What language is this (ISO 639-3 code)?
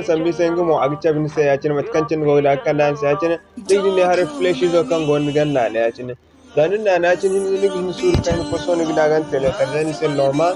dje